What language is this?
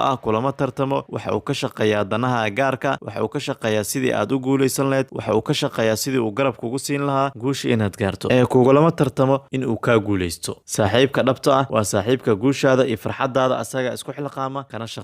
Somali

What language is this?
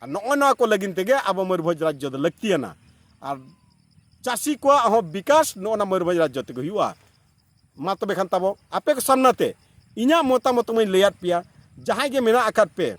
Santali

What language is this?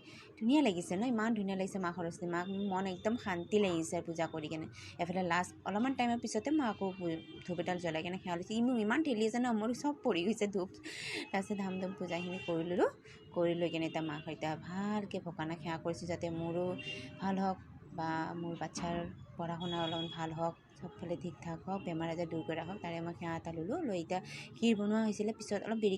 Assamese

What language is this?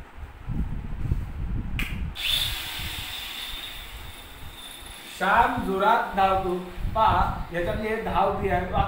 Marathi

